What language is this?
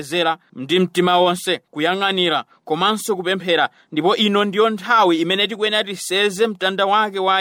Nyanja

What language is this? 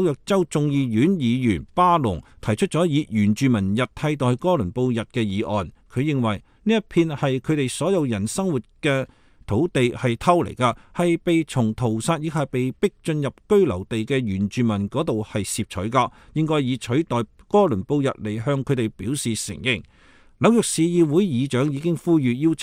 Cantonese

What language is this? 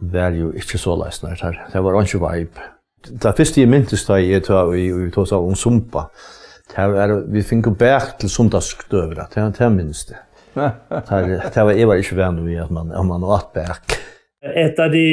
Faroese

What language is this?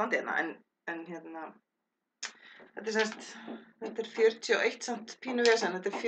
Icelandic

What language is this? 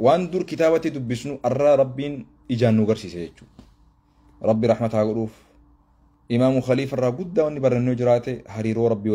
Oromo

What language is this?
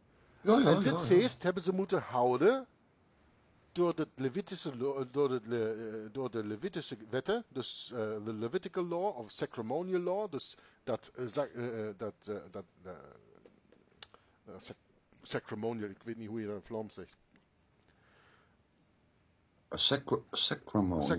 Dutch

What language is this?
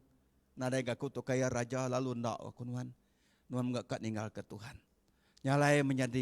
Iban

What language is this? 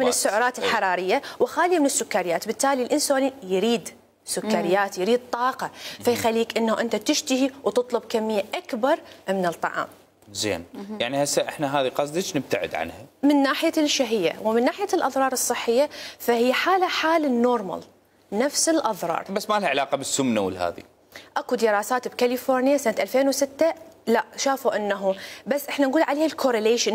Mesopotamian Arabic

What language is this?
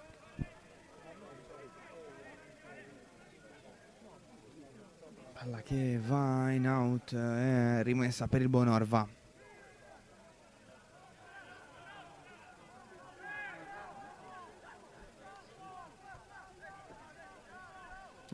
Italian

